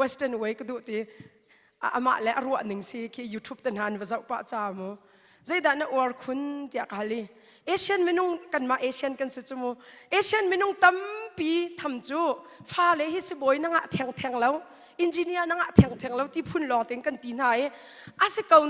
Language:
Hakha Chin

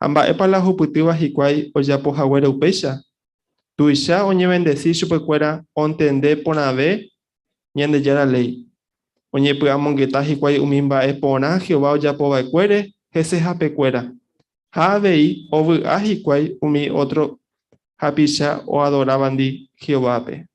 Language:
Guarani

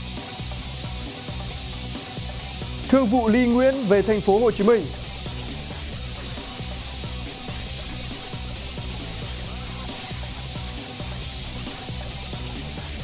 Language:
Vietnamese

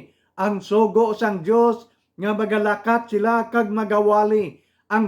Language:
Hiligaynon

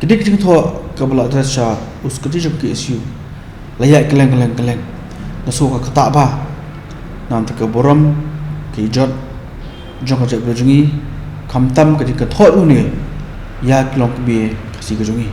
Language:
Khasi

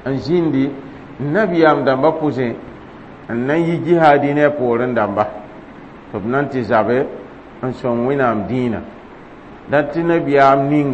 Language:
Mossi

